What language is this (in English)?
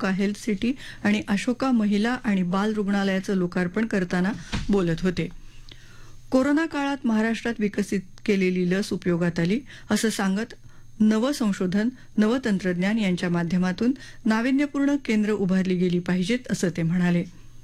Marathi